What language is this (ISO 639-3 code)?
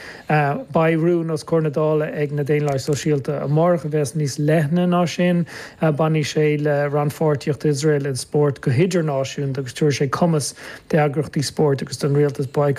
gle